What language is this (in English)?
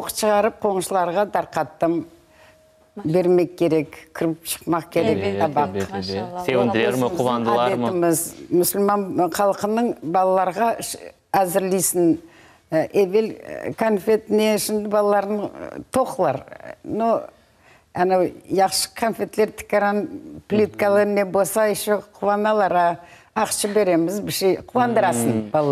Crimean Tatar